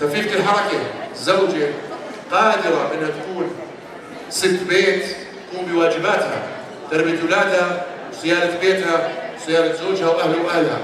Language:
North Levantine Arabic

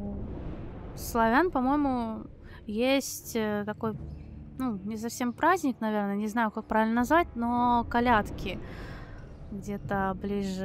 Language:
Russian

